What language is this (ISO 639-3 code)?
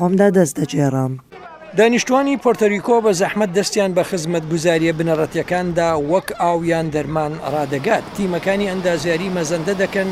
ckb